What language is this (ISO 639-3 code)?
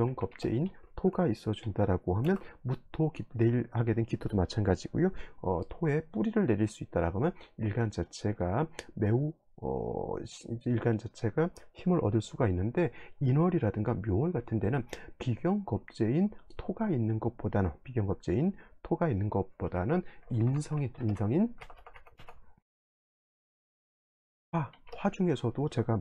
kor